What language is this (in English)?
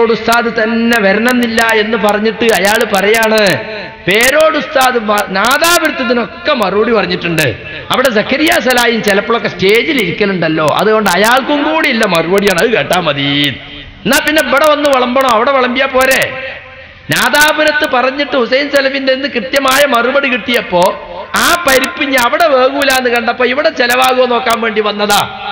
Malayalam